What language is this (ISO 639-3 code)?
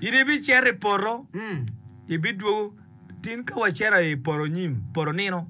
ach